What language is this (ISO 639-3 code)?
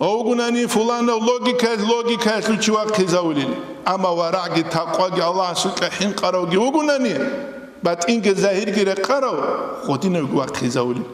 ava